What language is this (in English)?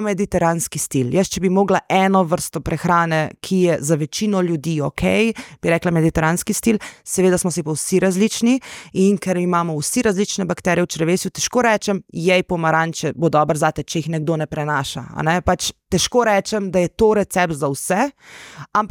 Slovenian